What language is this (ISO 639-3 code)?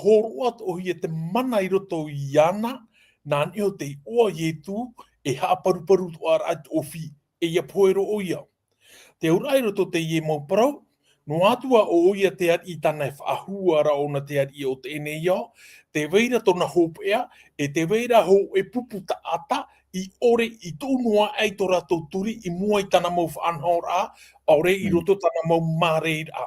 tah